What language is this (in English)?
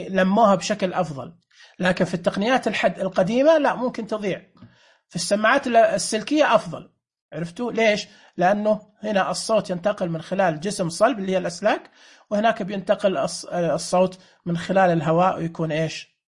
Najdi Arabic